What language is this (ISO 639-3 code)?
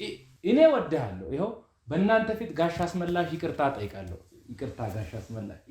amh